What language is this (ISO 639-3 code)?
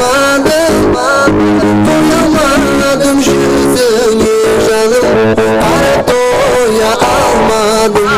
kaa